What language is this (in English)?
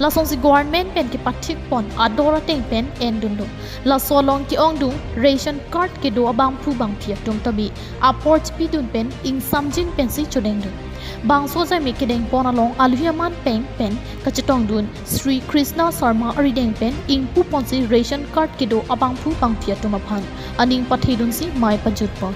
Karbi